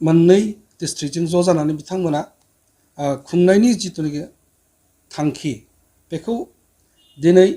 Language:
Bodo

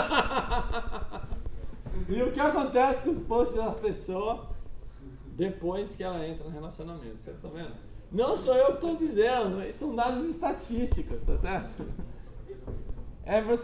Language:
Portuguese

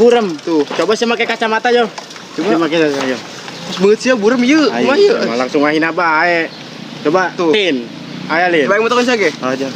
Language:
Sundanese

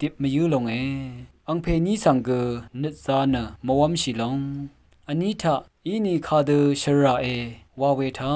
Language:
Rawang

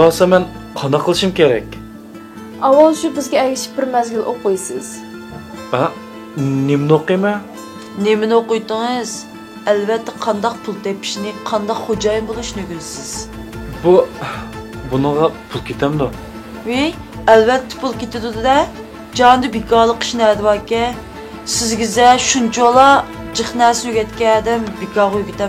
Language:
Uyghur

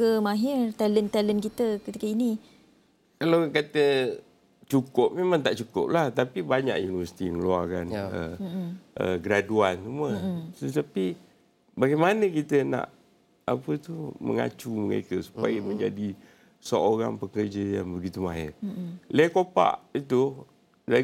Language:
Malay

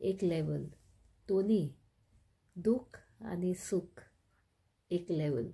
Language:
Konkani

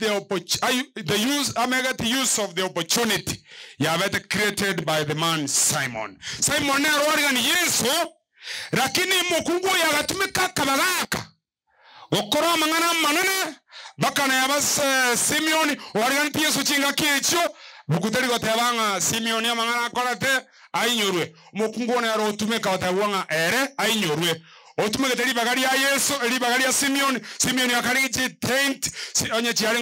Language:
Gusii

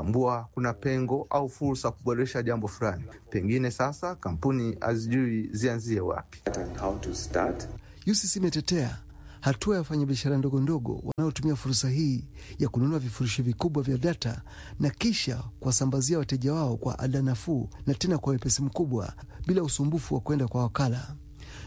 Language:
Swahili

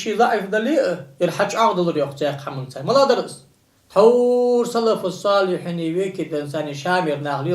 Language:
Ingush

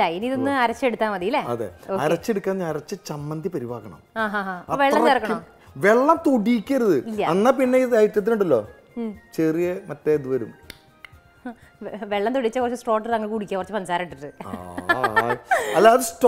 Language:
Malayalam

